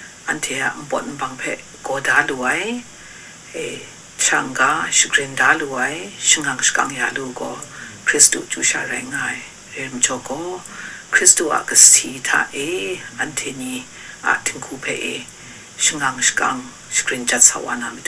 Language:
Kachin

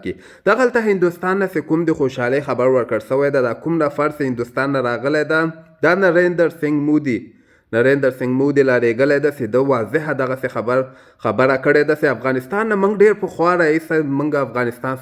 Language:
Pashto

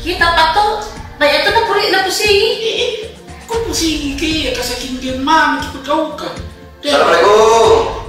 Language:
Makassar Malay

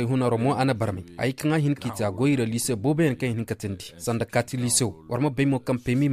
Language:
Koyraboro Senni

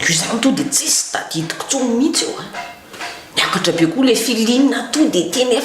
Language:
Malagasy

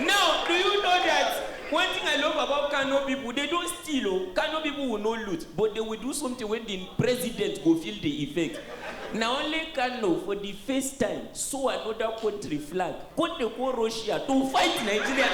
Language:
Nigerian Pidgin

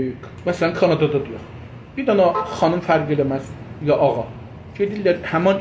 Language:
South Azerbaijani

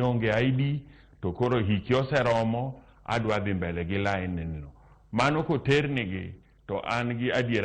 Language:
Luo (Kenya and Tanzania)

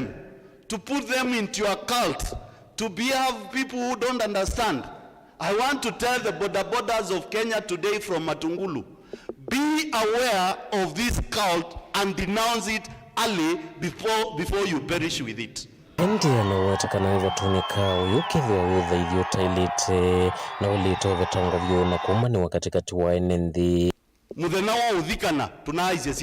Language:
Kamba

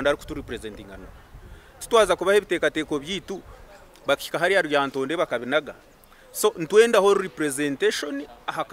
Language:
Nyankole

